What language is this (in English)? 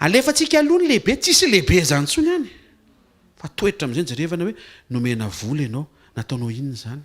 Malagasy